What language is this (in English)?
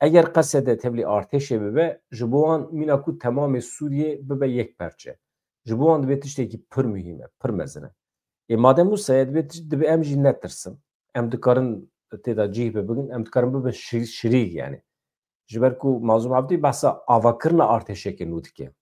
Kurdish